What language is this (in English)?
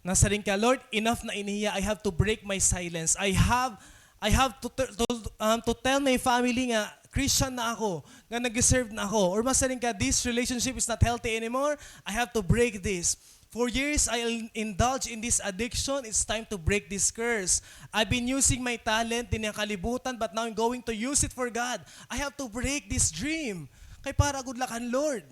Waray